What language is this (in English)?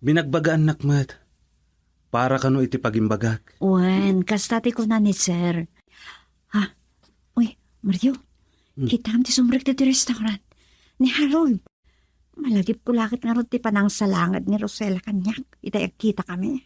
Iloko